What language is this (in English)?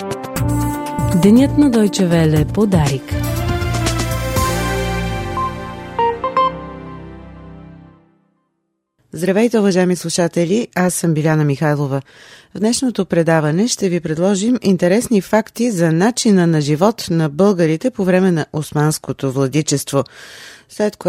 Bulgarian